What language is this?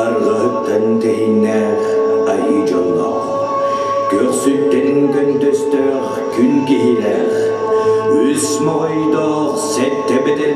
Yakut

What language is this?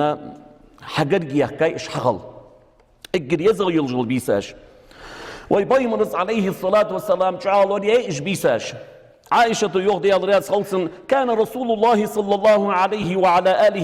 Ingush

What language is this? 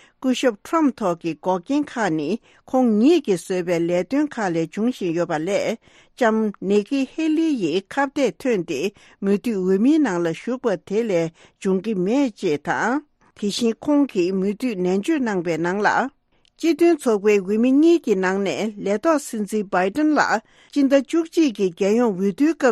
Tibetan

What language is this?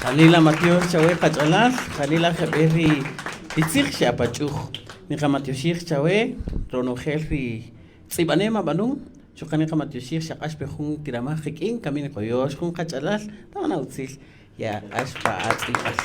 Kaqchikel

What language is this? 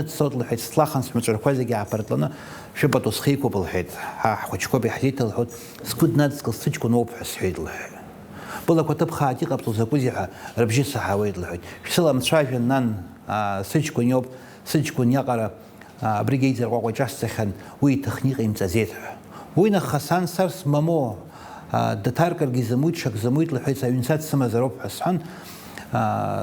Abkhazian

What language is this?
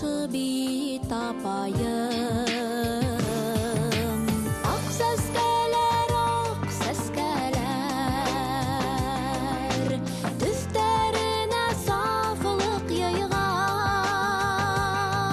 Bashkir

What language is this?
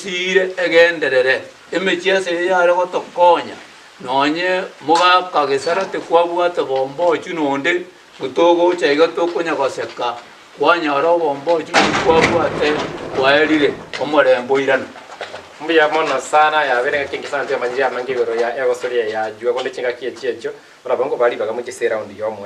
Gusii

